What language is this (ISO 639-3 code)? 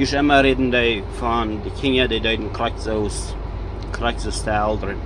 pdt